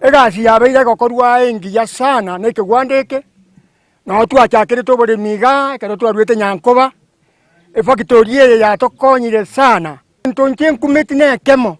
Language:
Gusii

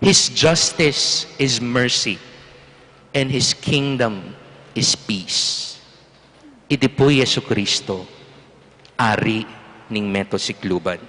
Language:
Pampanga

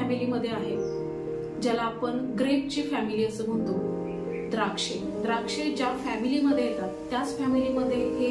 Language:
Marathi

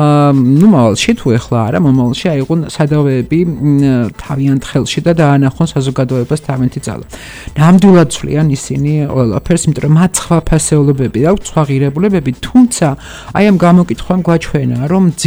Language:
Georgian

